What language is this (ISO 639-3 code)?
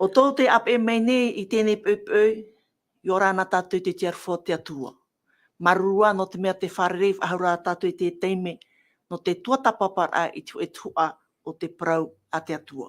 tah